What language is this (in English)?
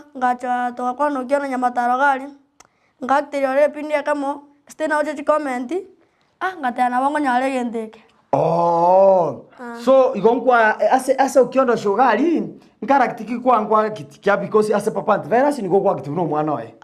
Gusii